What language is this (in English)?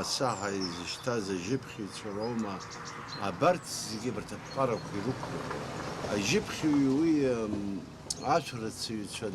Abkhazian